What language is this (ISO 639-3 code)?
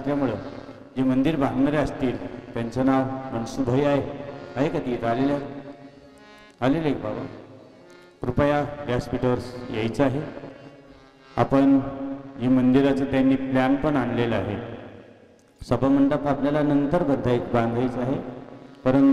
mar